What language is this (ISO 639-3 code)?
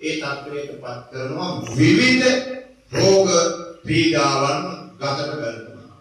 sin